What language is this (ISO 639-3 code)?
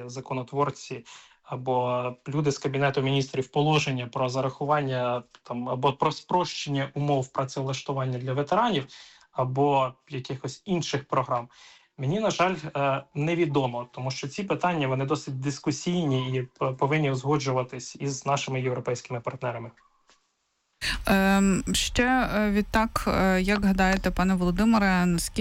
ukr